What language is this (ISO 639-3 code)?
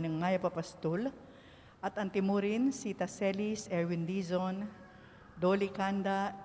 pam